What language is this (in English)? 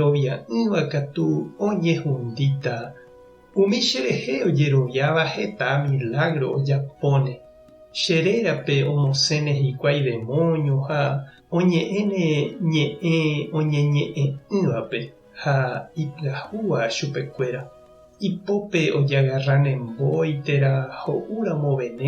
Guarani